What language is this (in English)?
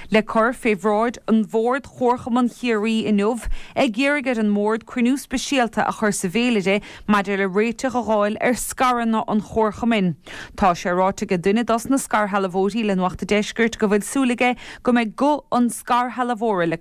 Irish